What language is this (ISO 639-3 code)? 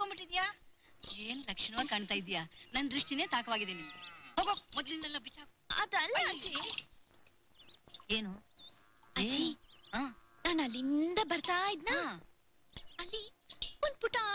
kan